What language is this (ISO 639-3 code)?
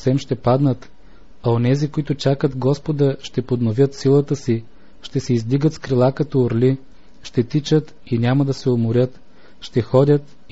bul